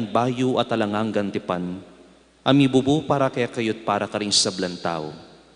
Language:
Pampanga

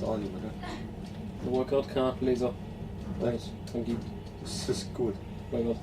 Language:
Bavarian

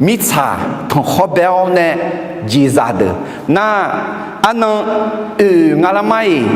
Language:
Akha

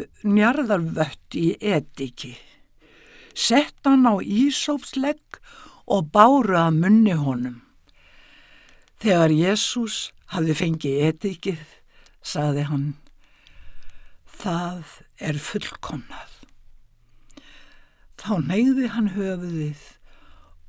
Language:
Icelandic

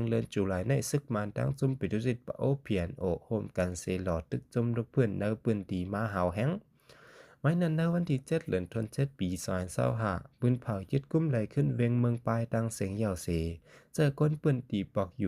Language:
Shan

